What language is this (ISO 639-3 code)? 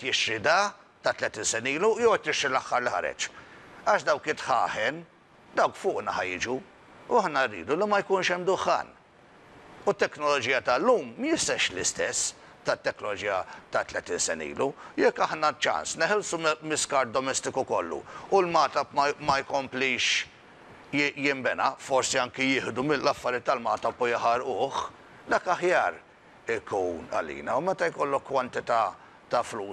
mlt